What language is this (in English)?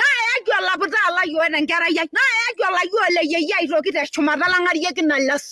Masai